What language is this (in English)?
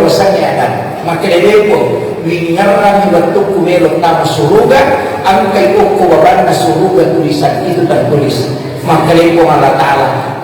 Buginese